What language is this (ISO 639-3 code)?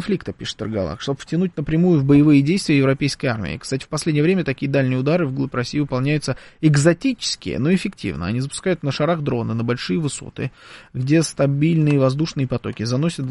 rus